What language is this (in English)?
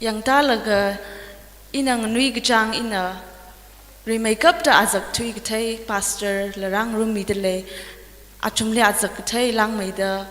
Tangkhul Naga (India)